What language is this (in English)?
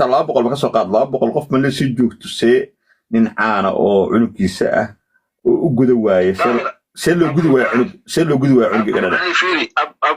Somali